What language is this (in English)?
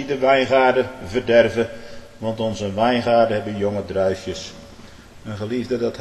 Dutch